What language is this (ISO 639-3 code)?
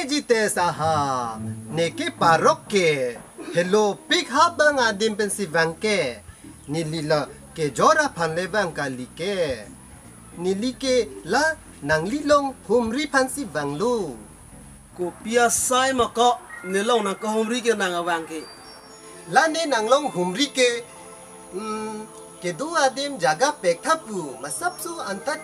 mjw